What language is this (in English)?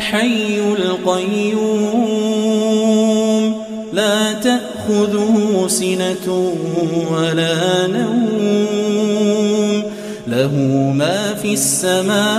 Arabic